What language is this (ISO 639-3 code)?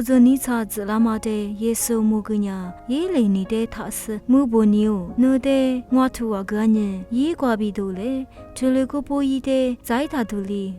lis